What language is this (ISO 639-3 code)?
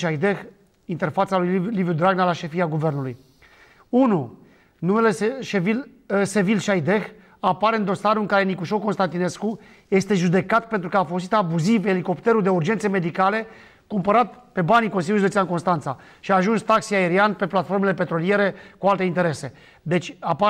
ron